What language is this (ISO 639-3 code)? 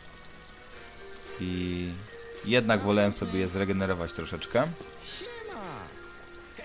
pol